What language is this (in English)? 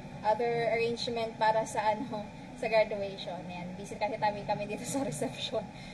Filipino